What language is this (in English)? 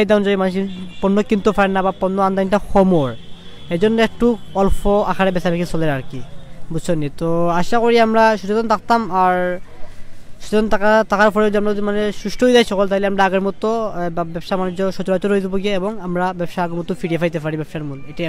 Sylheti